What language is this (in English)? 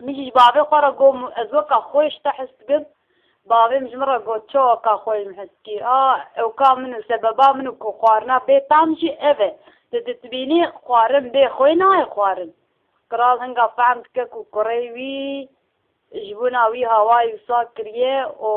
Kurdish